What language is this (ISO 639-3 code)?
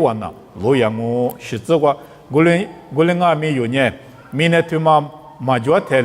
lis